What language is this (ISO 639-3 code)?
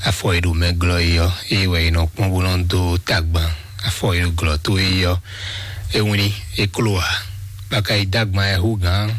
fon